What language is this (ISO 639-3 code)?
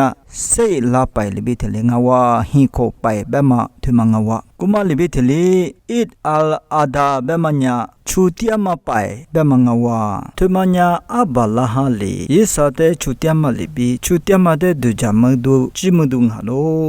lis